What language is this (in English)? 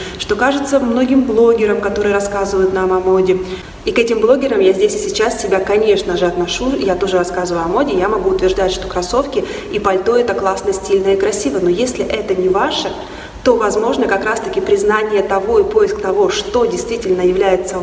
Russian